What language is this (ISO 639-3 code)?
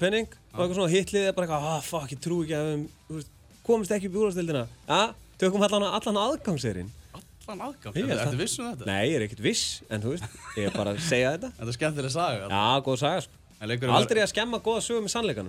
isl